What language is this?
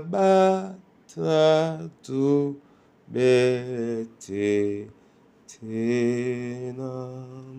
Duala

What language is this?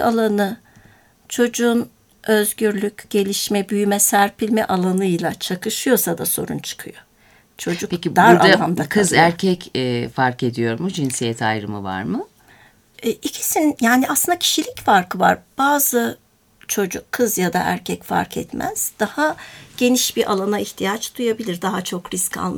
Turkish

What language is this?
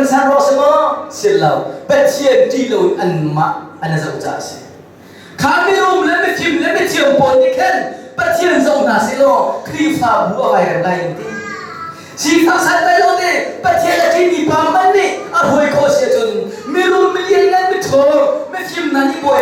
Hakha Chin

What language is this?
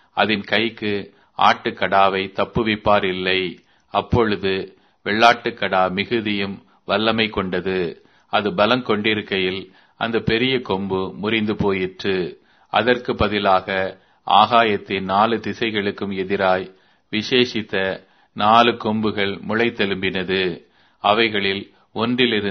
Tamil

